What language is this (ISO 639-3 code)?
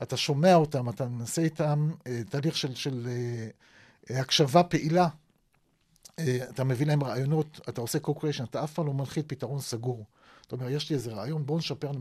heb